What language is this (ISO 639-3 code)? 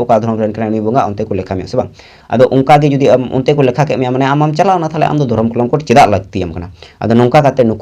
sat